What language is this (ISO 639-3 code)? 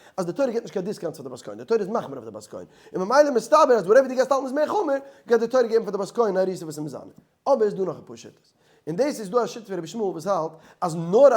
yid